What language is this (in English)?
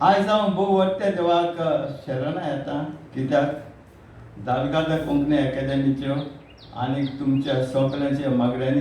Konkani